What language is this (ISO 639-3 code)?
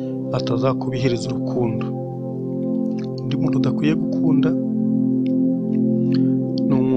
kin